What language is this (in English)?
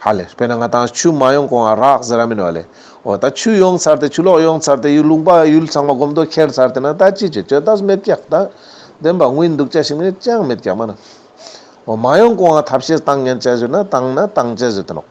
Ladakhi